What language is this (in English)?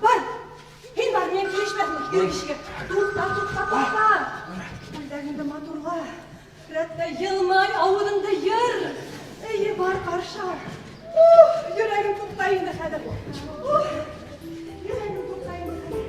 Bashkir